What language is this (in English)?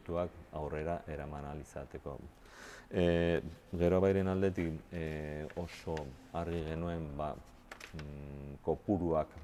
Basque